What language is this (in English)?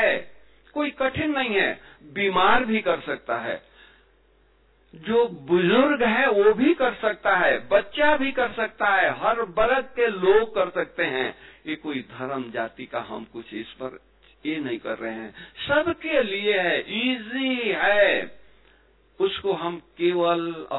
Hindi